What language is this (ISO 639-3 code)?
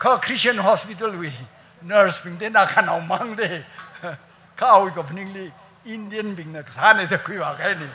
nmf